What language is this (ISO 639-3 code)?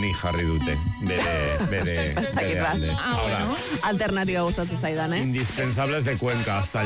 eus